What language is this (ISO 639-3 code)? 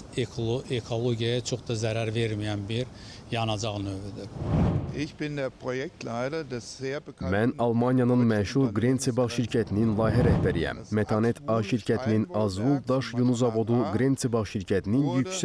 aze